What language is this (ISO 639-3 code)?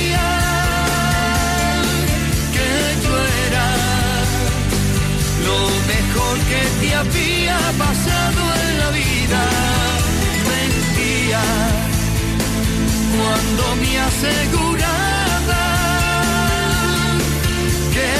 spa